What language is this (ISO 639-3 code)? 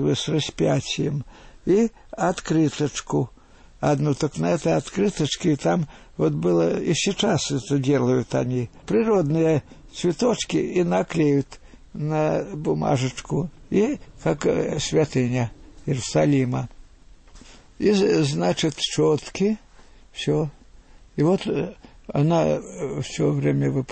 rus